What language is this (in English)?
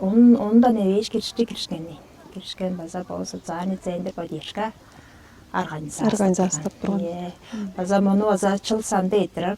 Tuvinian